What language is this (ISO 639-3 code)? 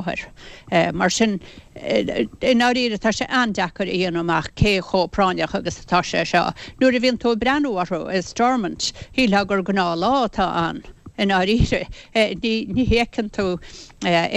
gle